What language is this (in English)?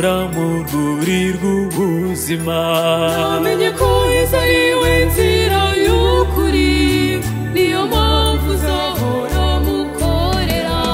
Kinyarwanda